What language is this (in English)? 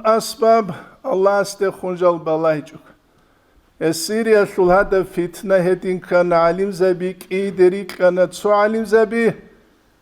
Avaric